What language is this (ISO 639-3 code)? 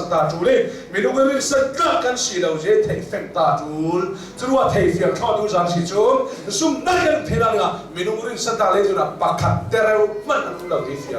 cnh